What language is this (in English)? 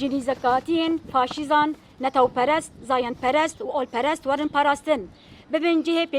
Kurdish